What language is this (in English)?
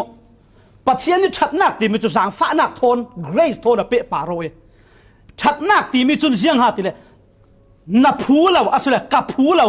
Falam Chin